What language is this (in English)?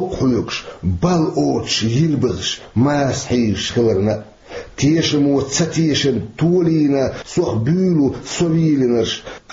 Chechen